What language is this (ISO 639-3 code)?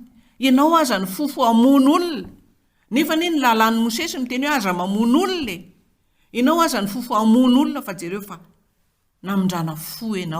mlg